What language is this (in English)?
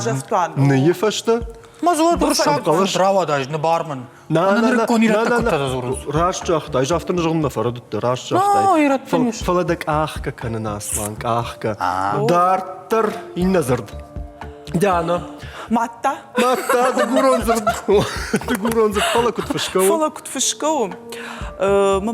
Ossetic